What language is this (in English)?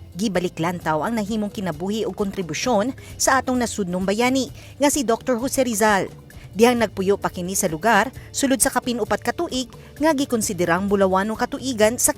Cebuano